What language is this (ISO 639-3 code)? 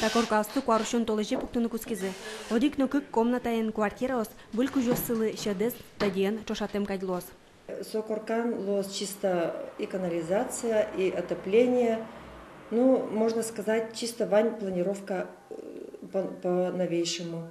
udm